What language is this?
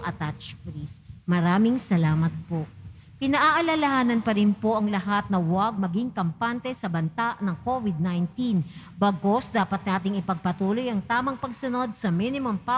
Filipino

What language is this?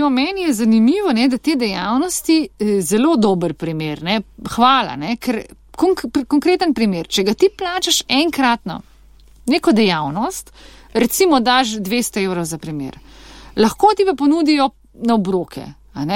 Slovenian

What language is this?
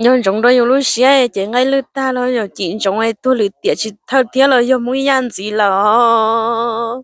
Hmong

